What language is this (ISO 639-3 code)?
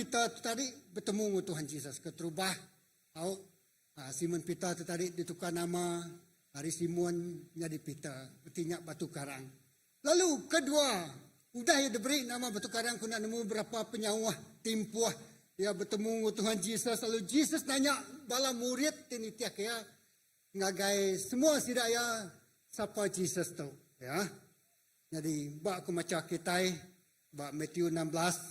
iba